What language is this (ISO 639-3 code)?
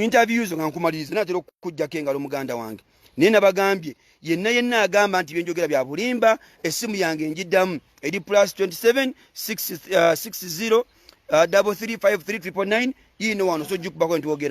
lug